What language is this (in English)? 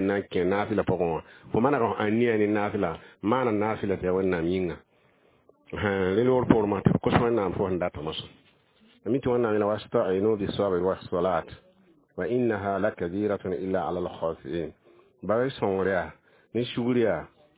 Mossi